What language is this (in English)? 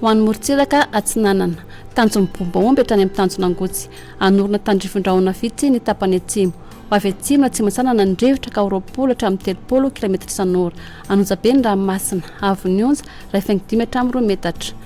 Malagasy